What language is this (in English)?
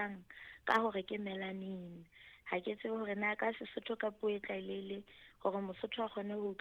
Southern Sotho